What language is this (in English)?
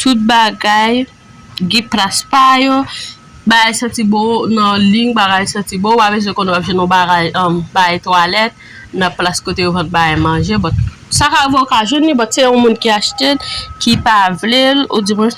Haitian Creole